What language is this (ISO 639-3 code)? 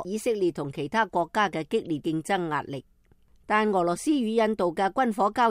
yue